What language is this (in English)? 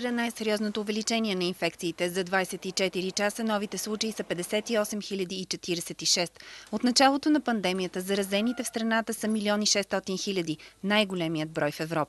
Bulgarian